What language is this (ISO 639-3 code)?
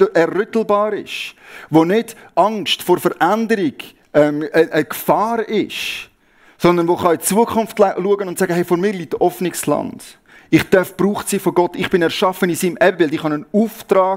gsw